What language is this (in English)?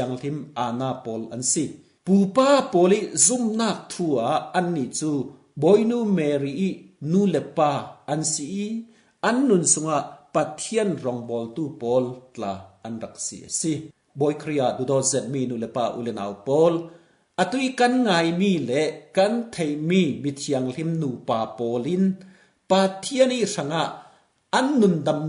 Falam Chin